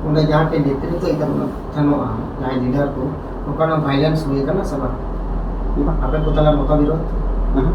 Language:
Santali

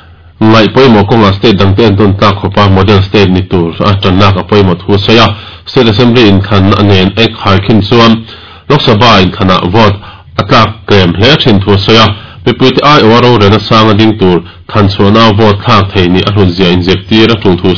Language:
Mizo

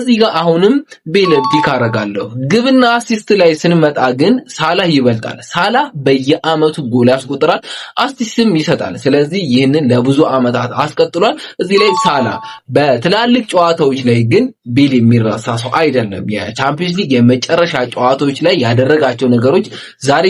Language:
Amharic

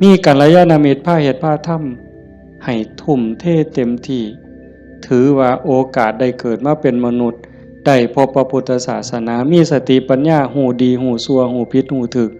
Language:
Northeastern Thai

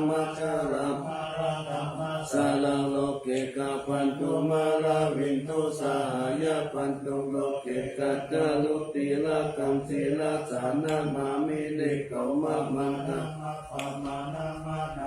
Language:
Pali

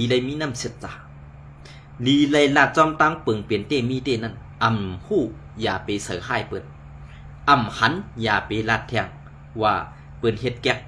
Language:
Shan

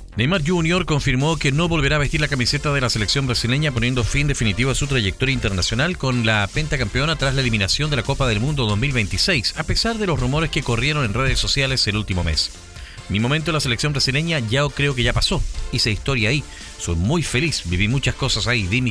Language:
Spanish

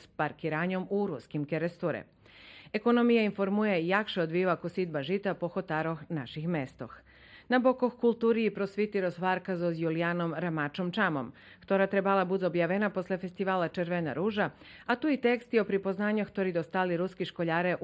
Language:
Rusyn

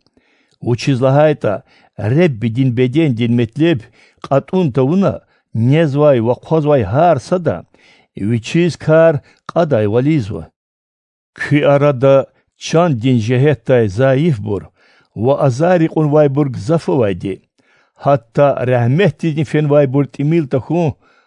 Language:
Lezghian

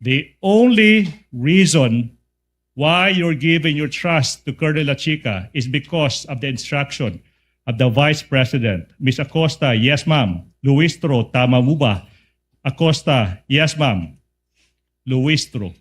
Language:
Waray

